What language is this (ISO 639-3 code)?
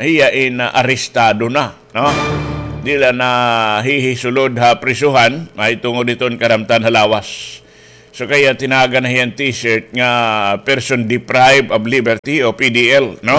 war